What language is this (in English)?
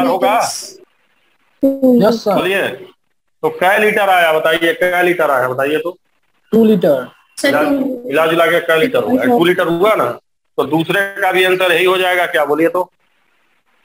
Hindi